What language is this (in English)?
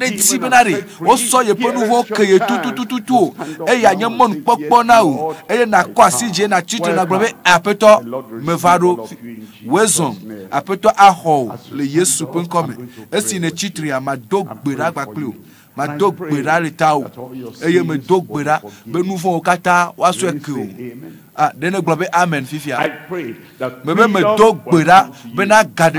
Ewe